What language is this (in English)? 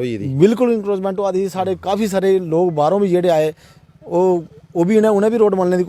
Dogri